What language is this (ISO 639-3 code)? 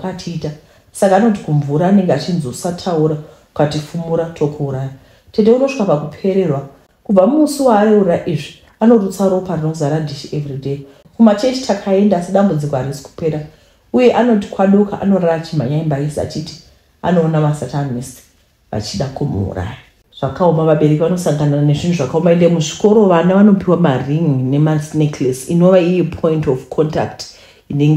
sna